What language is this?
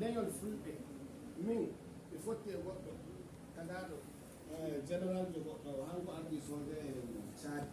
Fula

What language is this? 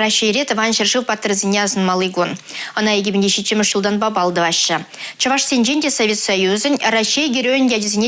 Chuvash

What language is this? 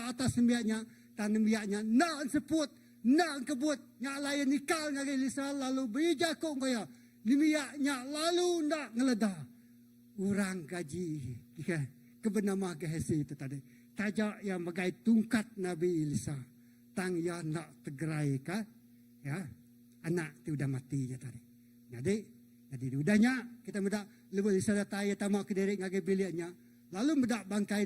Iban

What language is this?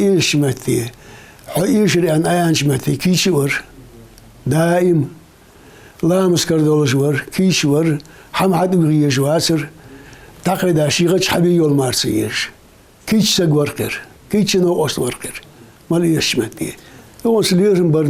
Ingush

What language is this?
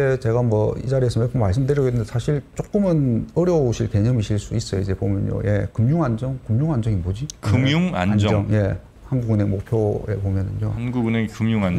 Korean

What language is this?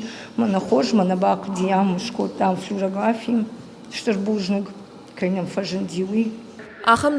Ossetic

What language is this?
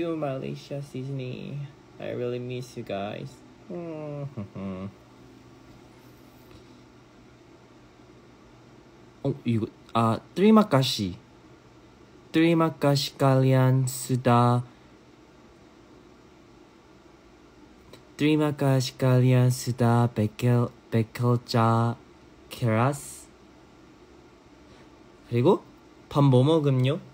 Korean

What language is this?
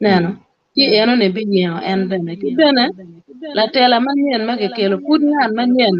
Acoli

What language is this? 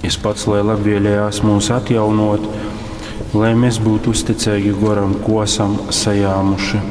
Latgalian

